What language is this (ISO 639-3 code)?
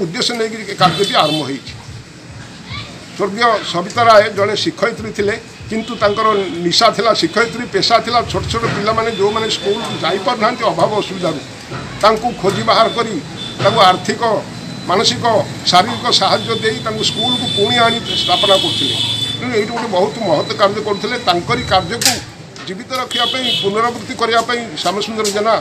ori